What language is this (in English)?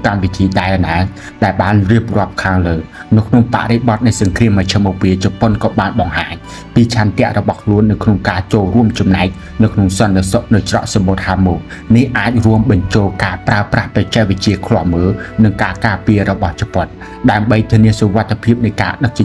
Khmer